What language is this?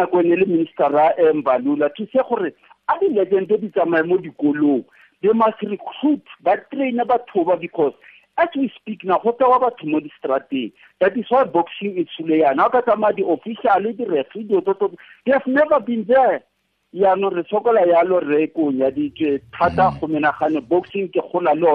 Tswana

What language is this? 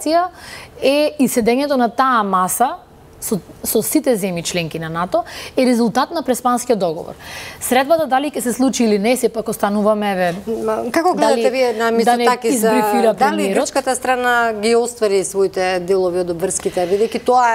Macedonian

